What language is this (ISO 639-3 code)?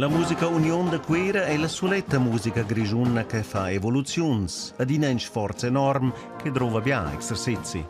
roh